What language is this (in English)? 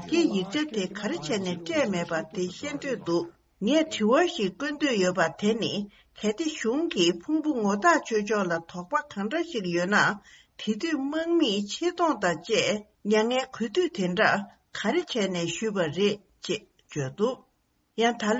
Tibetan